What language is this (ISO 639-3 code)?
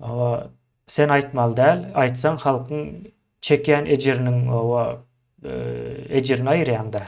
tuk